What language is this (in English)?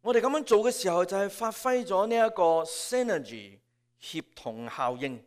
Cantonese